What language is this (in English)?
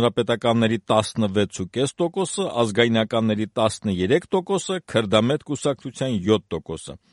Armenian